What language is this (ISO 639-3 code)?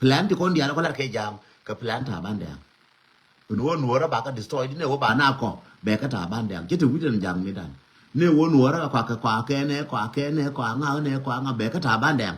nus